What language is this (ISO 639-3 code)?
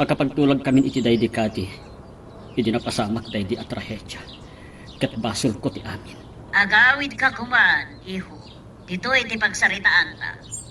ilo